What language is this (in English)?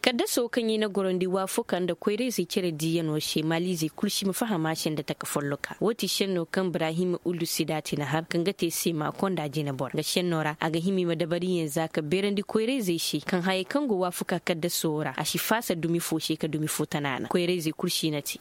Koyraboro Senni